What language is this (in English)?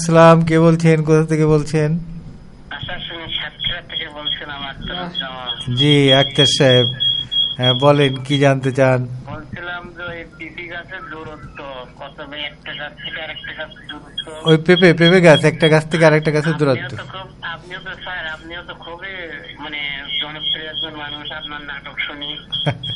Bangla